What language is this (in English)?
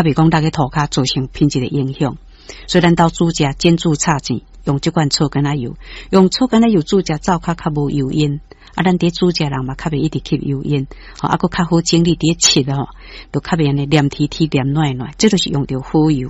Min Nan Chinese